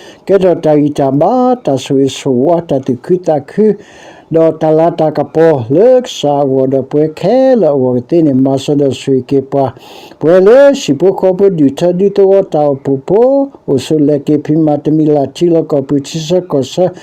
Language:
S'gaw Karen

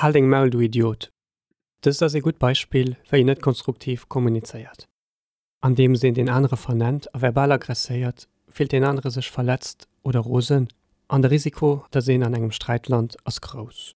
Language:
Luxembourgish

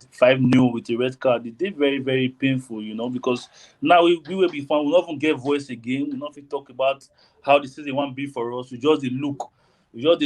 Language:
Nigerian Pidgin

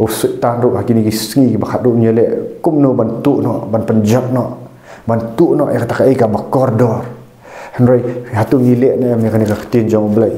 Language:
Khasi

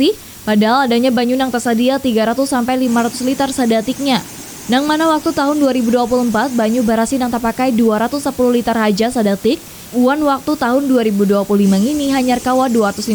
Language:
Banjar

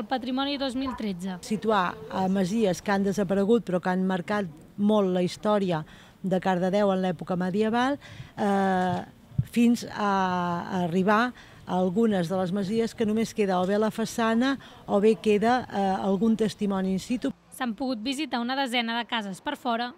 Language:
Catalan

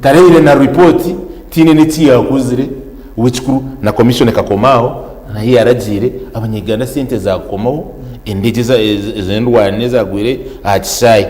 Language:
Nyankole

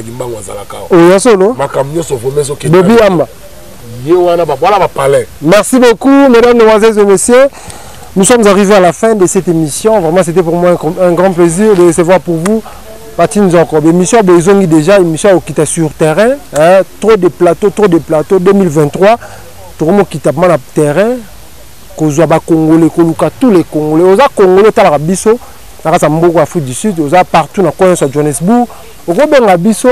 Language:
Lingala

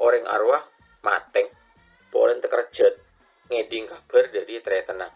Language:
Madurese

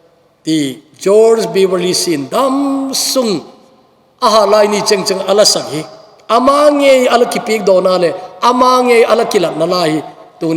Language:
Thado Chin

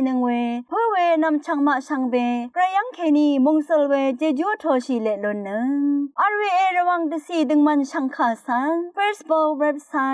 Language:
Rawang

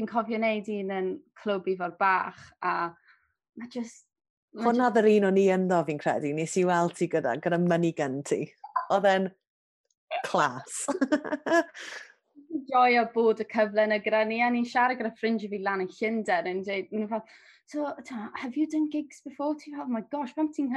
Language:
Welsh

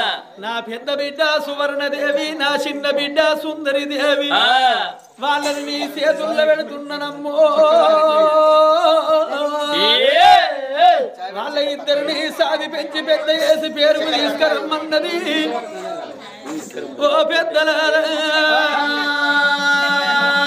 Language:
Telugu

